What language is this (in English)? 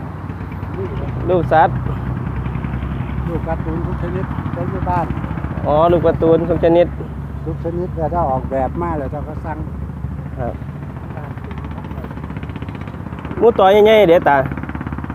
Thai